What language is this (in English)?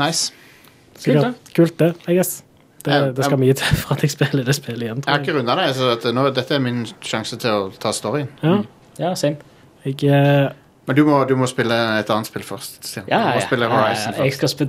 Norwegian